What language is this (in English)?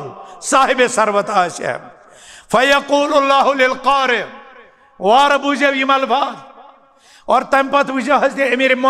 Kashmiri